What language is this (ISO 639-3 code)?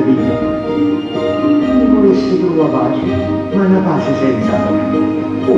nap